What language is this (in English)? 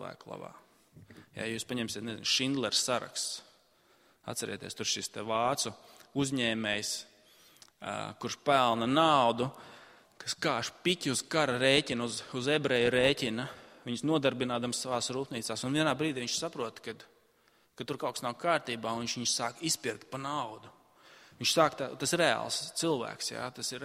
Latvian